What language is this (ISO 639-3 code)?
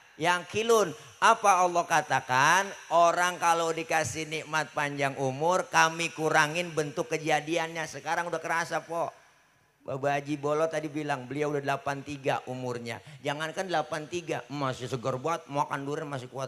bew